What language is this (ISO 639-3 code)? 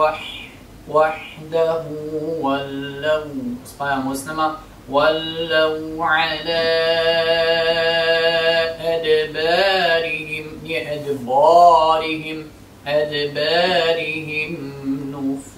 bos